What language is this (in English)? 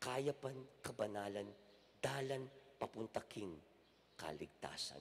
Pampanga